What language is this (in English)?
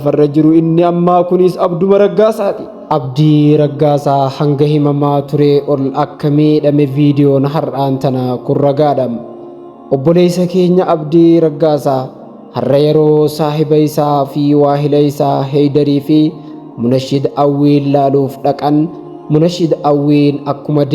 Oromo